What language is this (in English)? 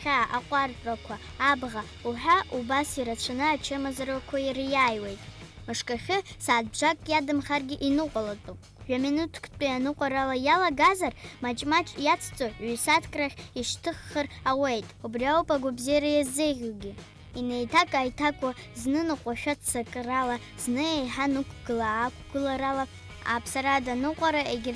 Abkhazian